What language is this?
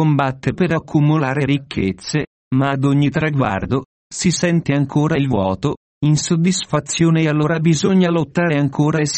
Italian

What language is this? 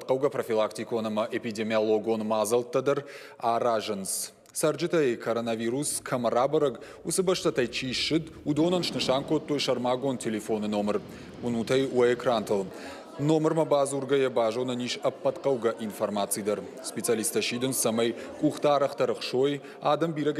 Ossetic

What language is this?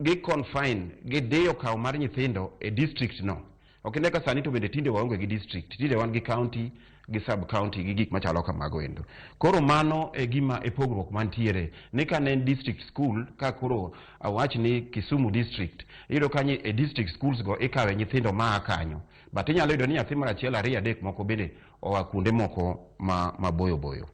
Luo (Kenya and Tanzania)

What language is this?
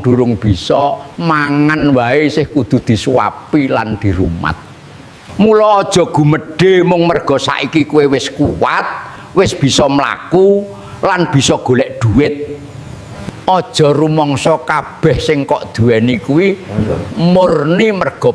Javanese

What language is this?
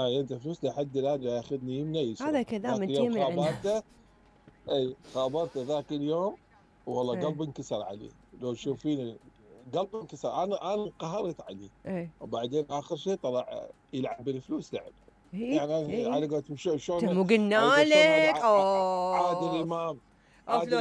Mesopotamian Arabic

